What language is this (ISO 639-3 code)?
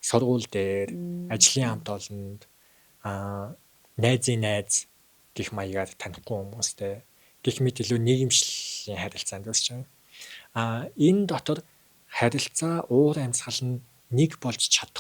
mon